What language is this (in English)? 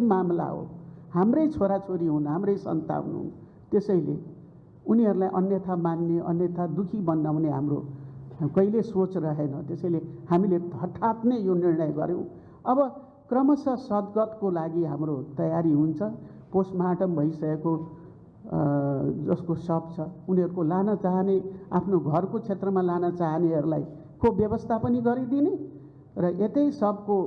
Nepali